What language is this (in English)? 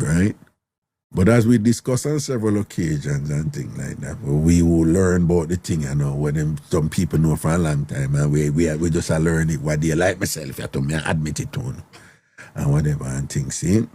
Jamaican Creole English